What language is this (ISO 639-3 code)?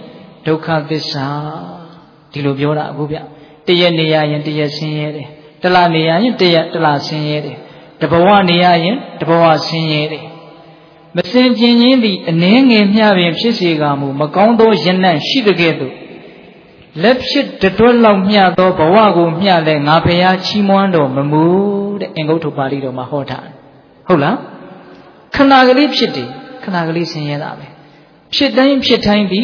mya